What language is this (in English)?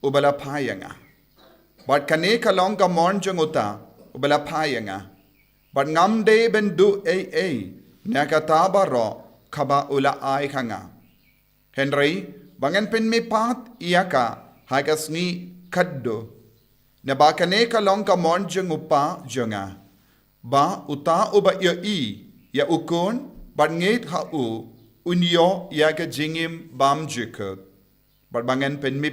Khasi